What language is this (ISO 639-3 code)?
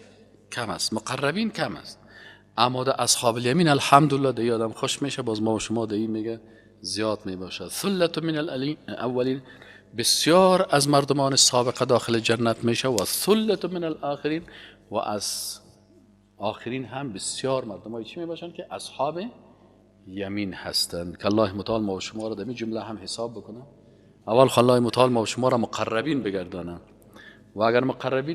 fas